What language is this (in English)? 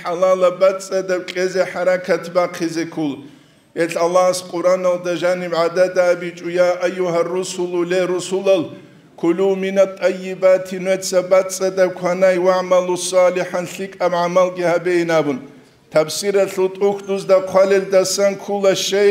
Avaric